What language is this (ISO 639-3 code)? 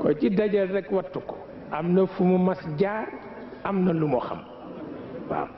wol